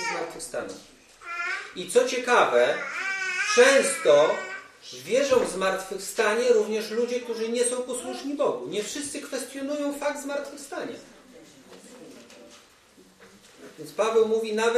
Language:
Polish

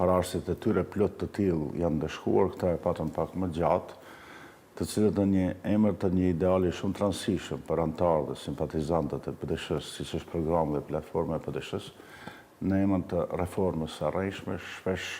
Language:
Albanian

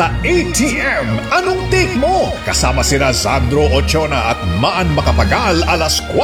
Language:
Filipino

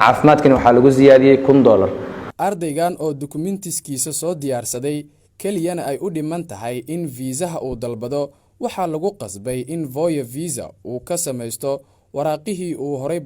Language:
Somali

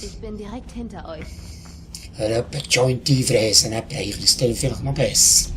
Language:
Swiss German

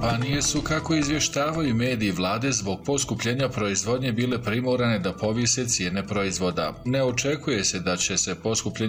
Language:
Bosnian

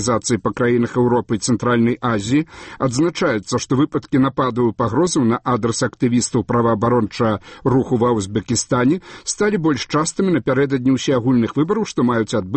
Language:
Belarusian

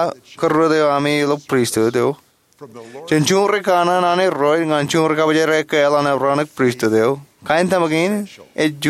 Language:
Marshallese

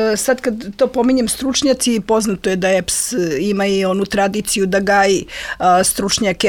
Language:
Serbian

